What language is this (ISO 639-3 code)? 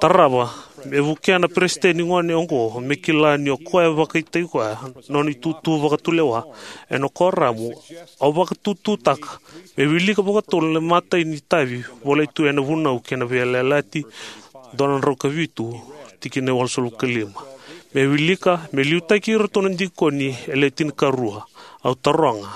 fij